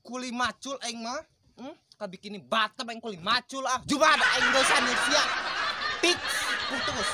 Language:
Sundanese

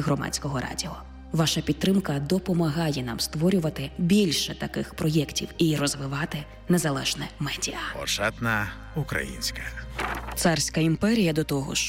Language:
Ukrainian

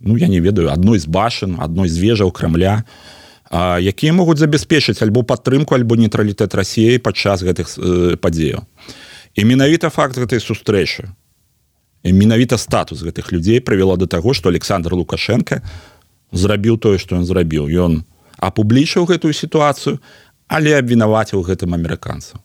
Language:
Belarusian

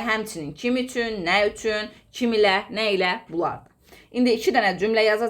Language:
Azerbaijani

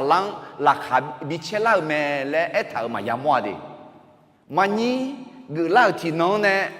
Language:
Akha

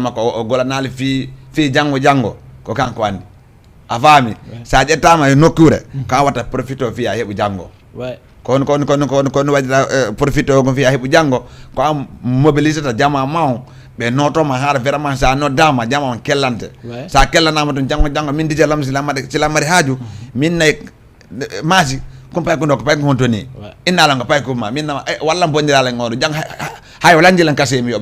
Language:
Fula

